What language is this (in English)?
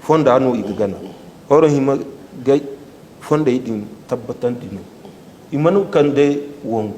Zarma